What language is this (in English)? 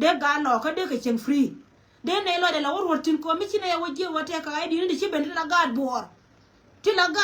Nuer